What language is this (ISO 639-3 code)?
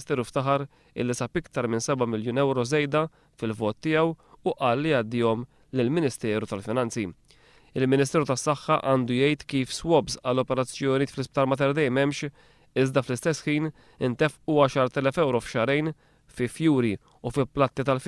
mlt